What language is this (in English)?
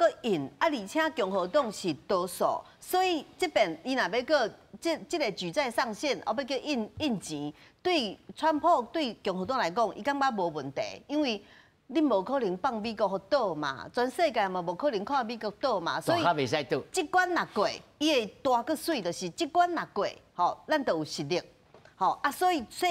Min Nan Chinese